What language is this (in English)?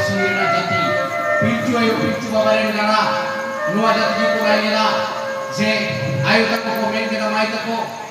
Santali